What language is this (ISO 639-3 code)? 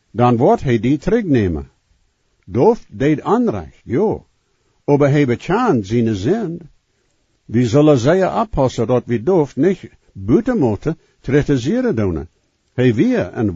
pdt